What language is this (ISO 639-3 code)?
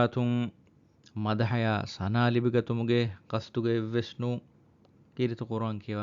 div